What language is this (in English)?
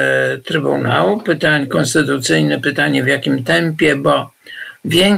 Polish